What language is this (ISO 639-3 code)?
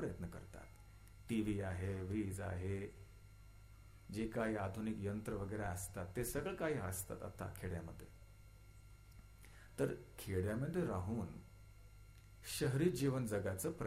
mar